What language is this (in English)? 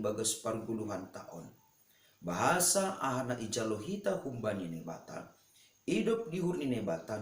Batak Simalungun